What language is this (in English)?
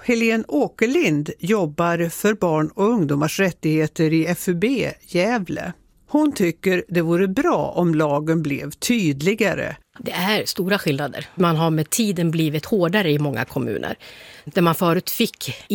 Swedish